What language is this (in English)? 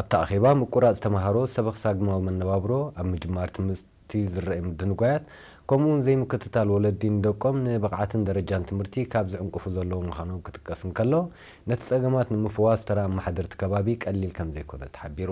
Tigrinya